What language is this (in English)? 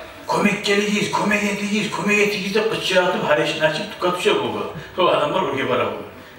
Kumyk